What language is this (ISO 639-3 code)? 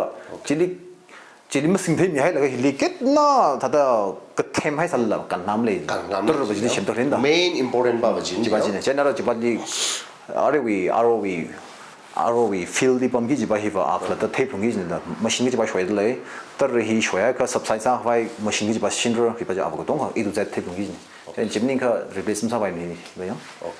nmf